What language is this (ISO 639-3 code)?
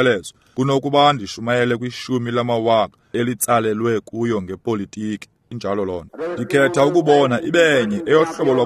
xho